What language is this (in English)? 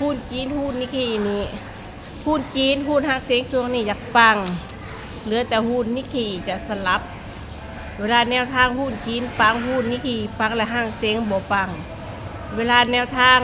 Northeastern Thai